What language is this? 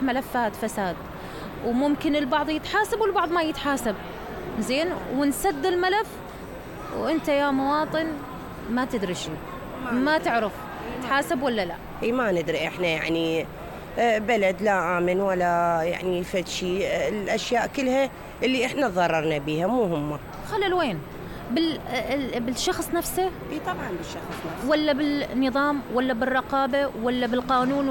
Mesopotamian Arabic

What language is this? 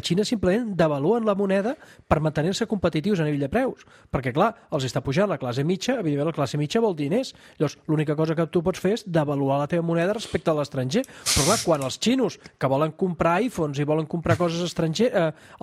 Catalan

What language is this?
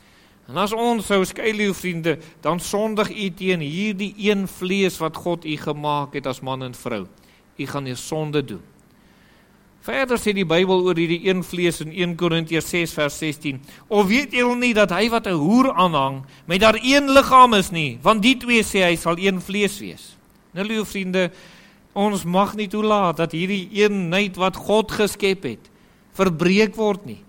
Afrikaans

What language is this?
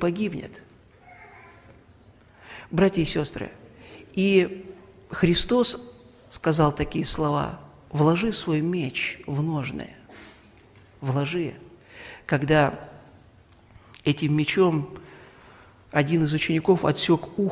Russian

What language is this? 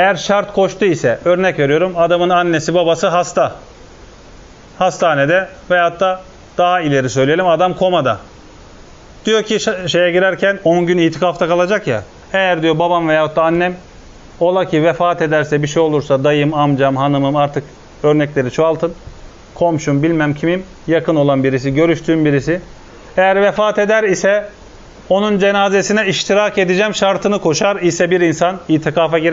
Turkish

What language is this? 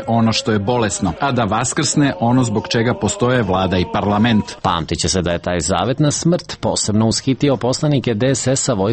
Serbian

